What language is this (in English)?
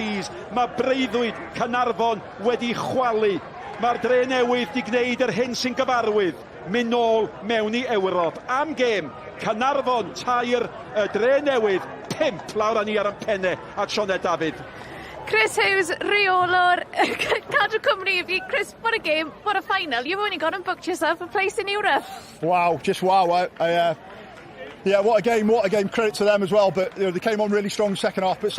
Welsh